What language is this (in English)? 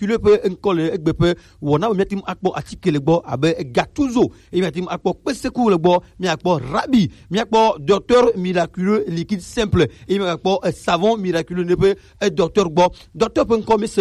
Gen